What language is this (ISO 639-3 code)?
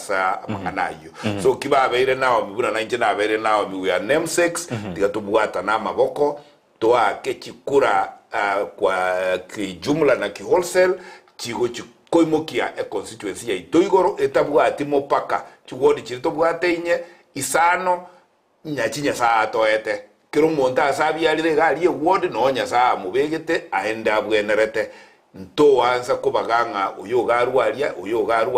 guz